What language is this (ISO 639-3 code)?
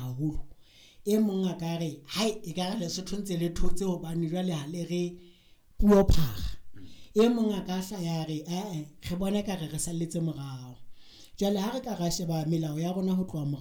sot